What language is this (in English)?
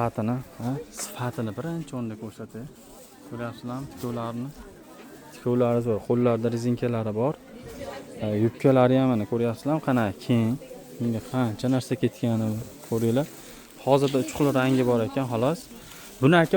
Uzbek